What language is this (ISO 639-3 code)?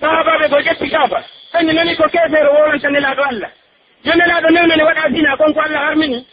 fuf